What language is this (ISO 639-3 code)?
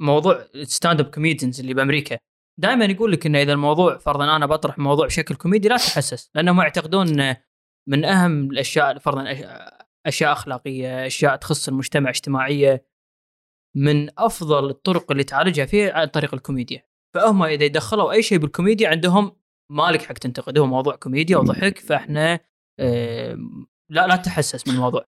afb